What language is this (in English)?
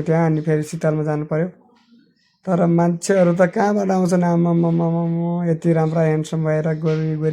Nepali